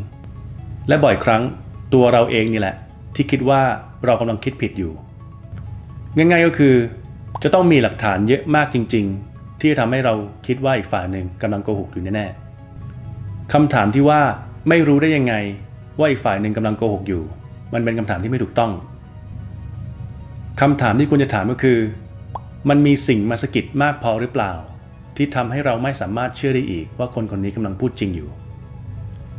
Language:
Thai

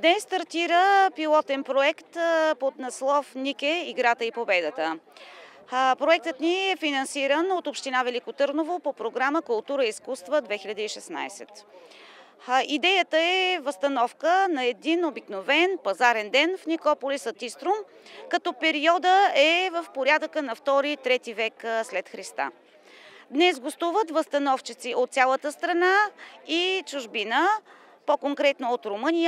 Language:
Bulgarian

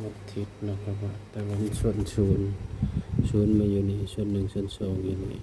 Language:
Northeastern Thai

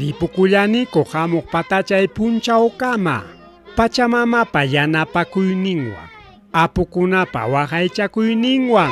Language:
Ayacucho Quechua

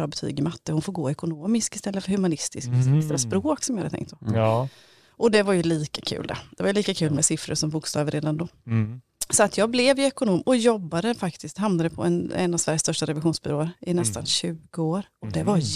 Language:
Swedish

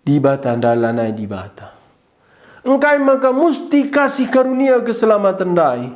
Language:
Batak Karo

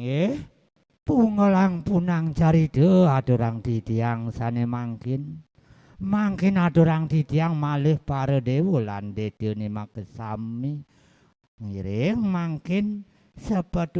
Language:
Balinese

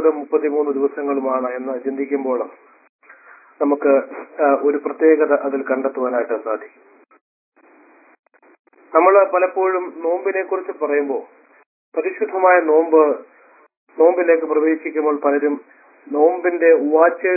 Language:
Malayalam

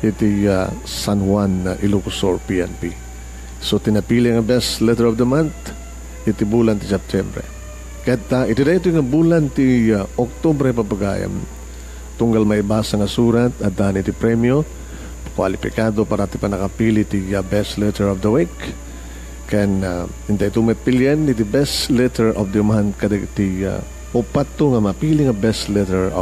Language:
Iloko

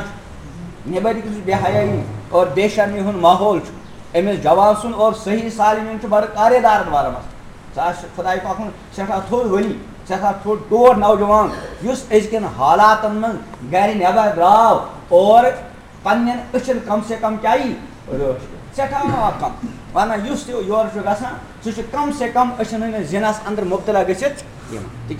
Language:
Kashmiri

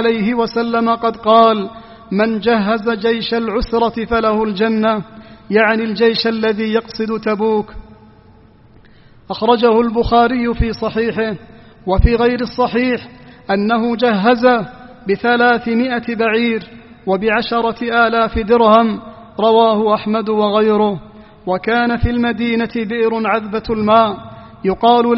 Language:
Arabic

